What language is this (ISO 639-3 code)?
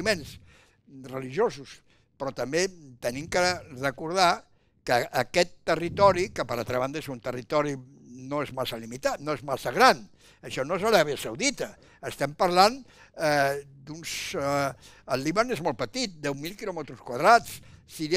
cat